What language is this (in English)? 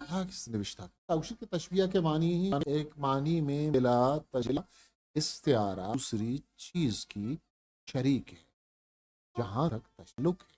Eastern Balochi